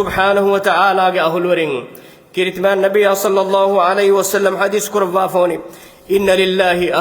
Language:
Divehi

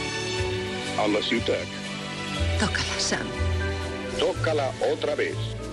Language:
Catalan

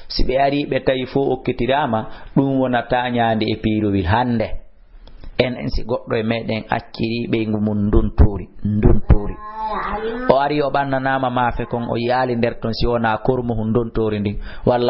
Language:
Fula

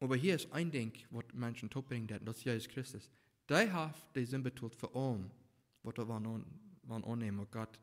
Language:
Plautdietsch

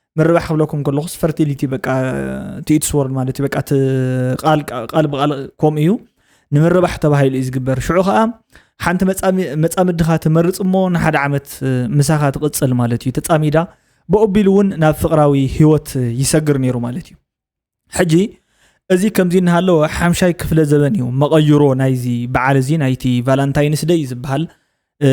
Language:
Tigrinya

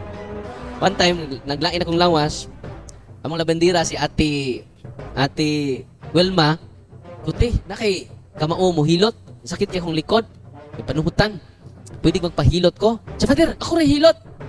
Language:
Cebuano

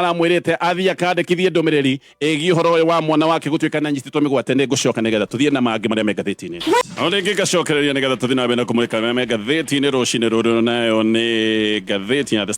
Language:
Kikuyu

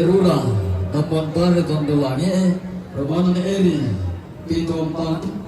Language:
Toraja-Sa'dan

